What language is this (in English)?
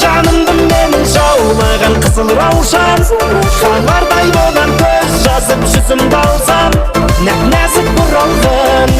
Kara-Kalpak